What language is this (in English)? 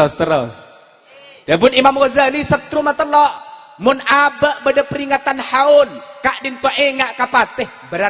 Madurese